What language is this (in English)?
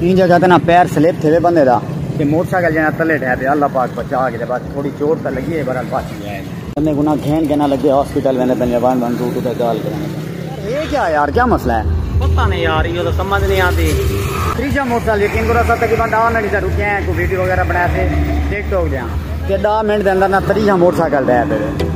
Saraiki